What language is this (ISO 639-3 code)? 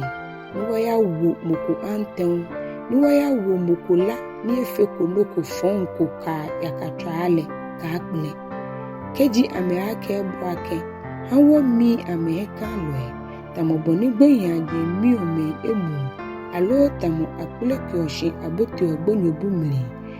gaa